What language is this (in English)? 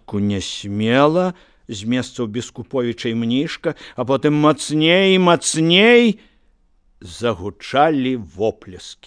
Belarusian